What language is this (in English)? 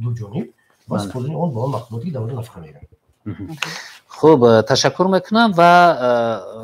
Tajik